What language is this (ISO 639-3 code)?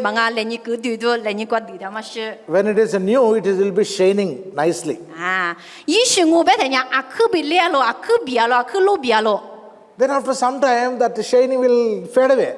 lis